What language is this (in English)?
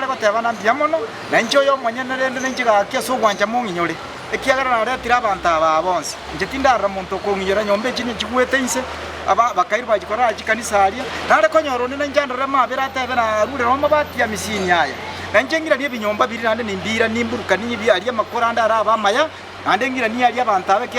Gusii